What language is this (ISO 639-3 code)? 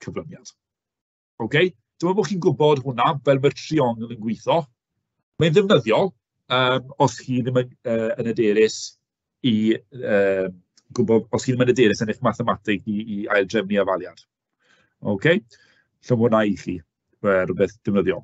cym